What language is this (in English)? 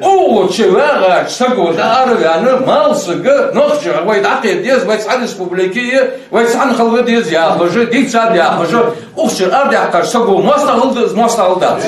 Ingush